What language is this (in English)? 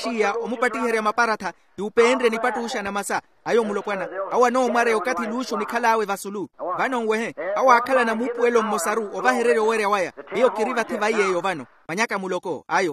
Makhuwa